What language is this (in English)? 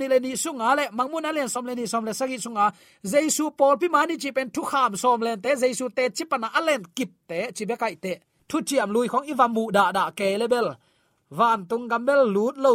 Tedim Chin